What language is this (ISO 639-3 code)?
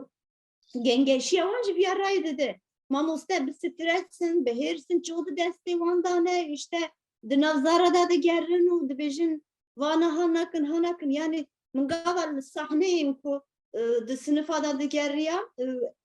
kur